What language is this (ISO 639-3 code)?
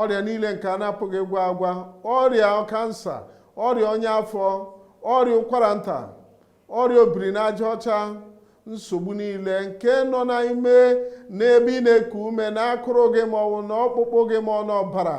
ibo